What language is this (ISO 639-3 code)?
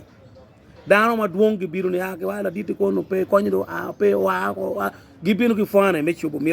ach